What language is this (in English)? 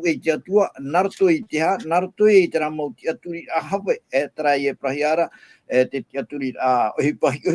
Tahitian